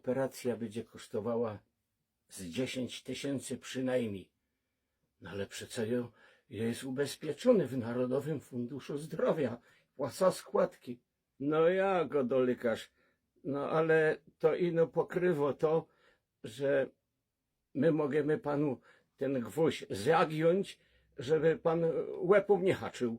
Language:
Silesian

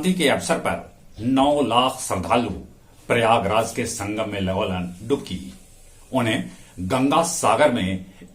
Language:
Magahi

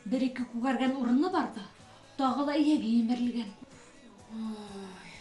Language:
Bashkir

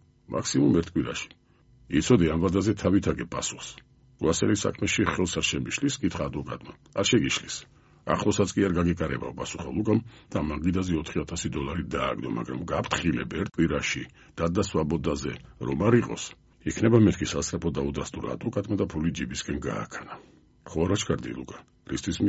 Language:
Georgian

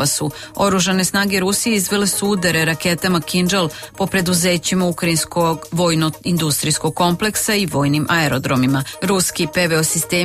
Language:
Serbian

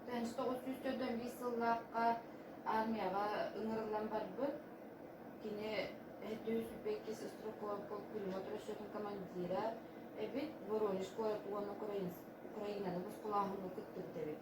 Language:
Yakut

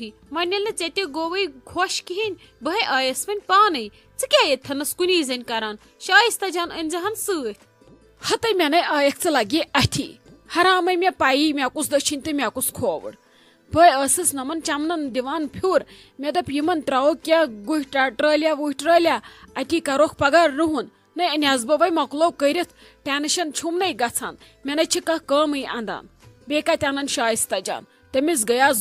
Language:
Kashmiri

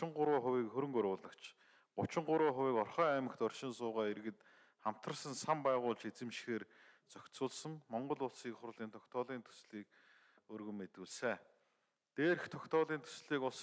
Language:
Mongolian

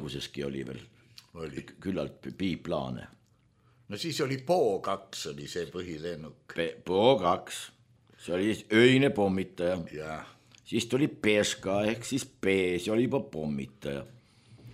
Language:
Estonian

